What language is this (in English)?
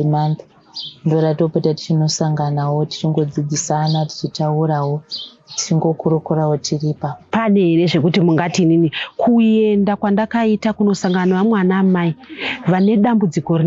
Shona